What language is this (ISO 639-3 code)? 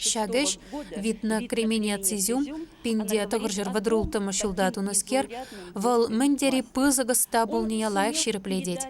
chv